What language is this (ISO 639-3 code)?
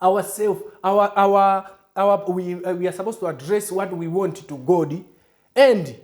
eng